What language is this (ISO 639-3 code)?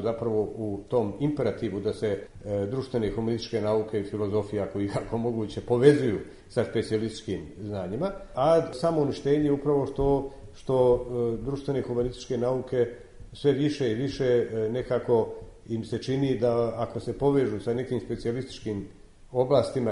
srp